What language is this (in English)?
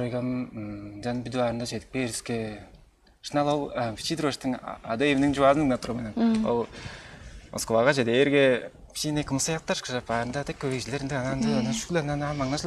Tuvinian